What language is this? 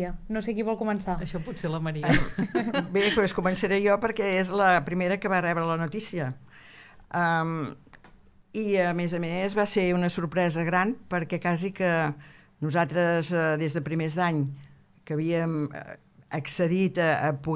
Catalan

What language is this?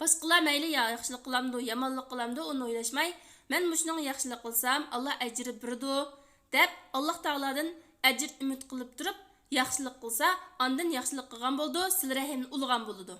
Uyghur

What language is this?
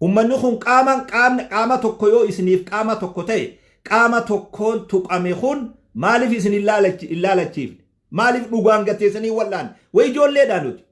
Oromo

